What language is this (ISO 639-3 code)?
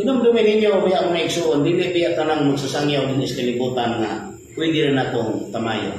ceb